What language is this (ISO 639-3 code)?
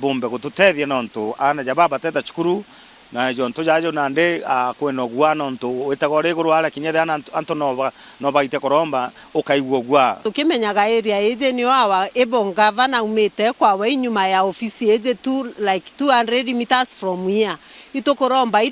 mer